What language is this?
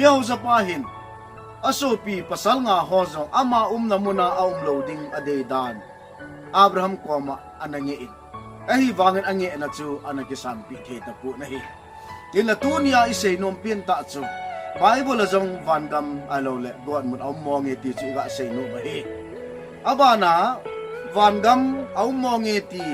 Thado Chin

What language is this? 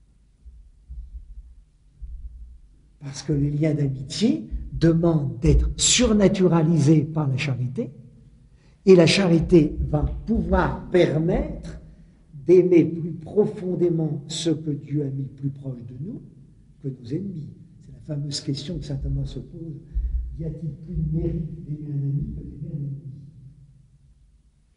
French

